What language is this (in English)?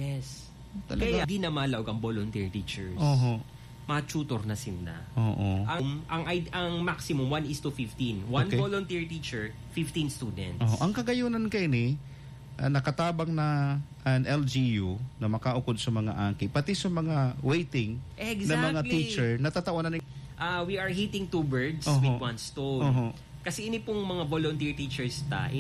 Bikol